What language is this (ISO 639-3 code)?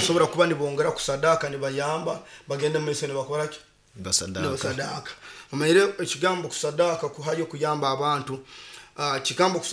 nyo